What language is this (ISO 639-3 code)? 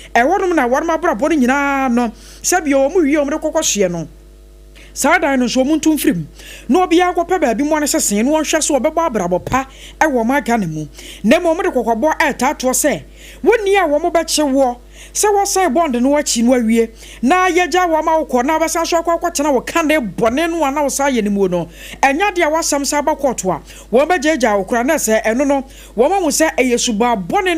aka